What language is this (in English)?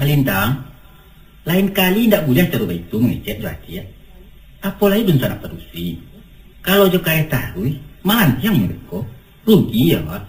Minangkabau